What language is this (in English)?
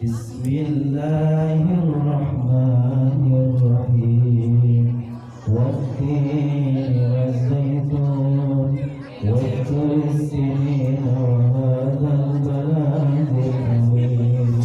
Betawi